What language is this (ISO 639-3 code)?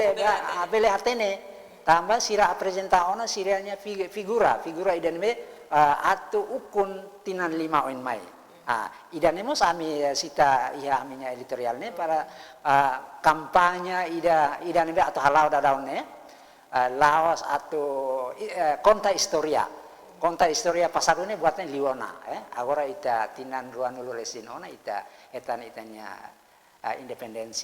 tet